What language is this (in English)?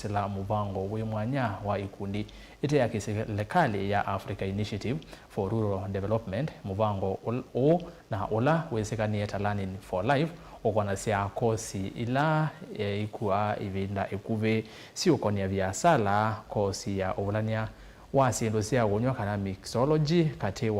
Kamba